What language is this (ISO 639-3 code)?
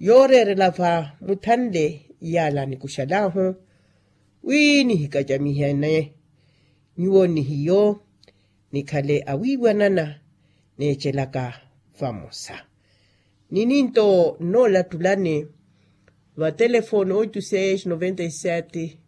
vmw